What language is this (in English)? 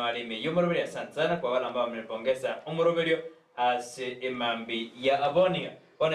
Gusii